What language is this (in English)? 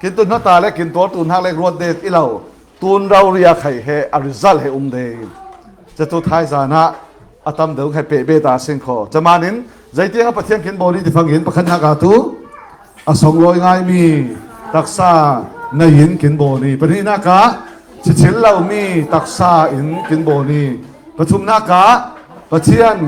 Falam Chin